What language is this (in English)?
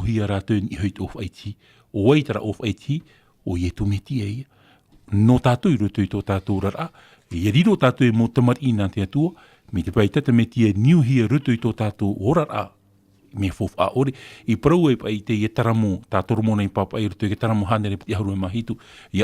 Tahitian